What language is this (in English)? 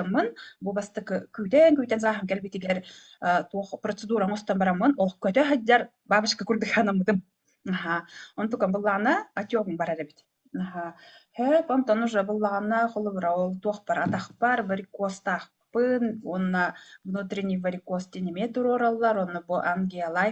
Yakut